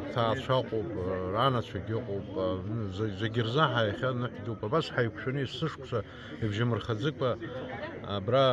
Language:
Abkhazian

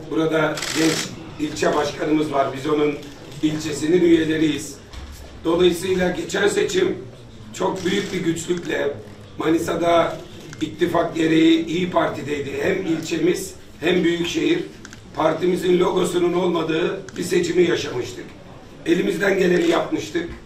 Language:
Turkish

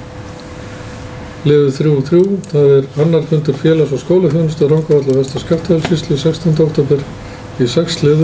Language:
Icelandic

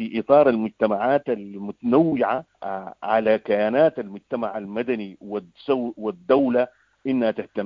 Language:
Sudanese Arabic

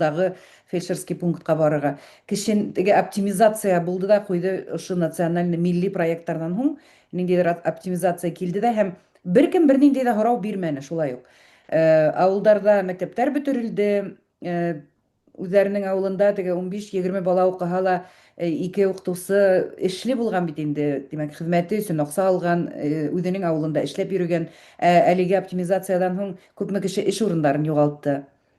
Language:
Bashkir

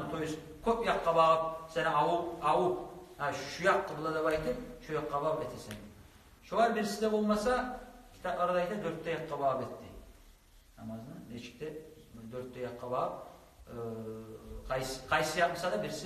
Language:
Kumyk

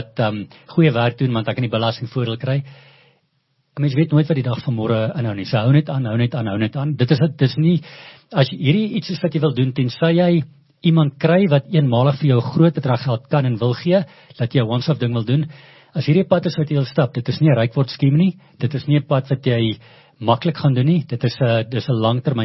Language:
Afrikaans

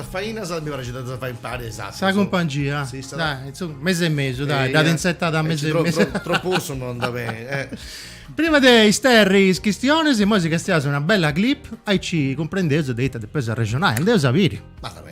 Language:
Sardinian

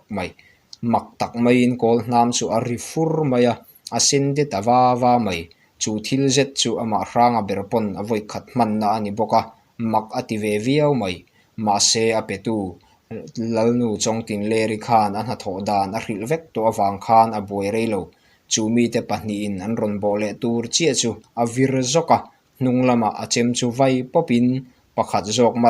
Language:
Mizo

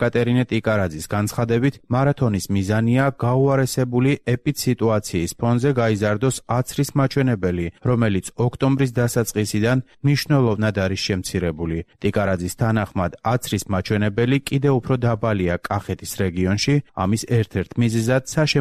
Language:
Georgian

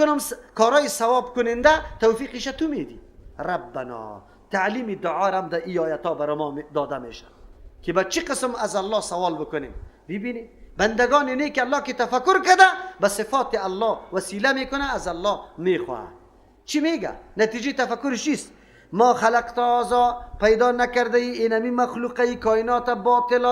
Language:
Persian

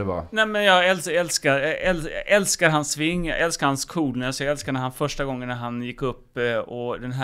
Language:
Swedish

